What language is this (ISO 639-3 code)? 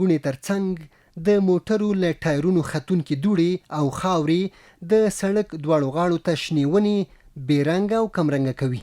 pus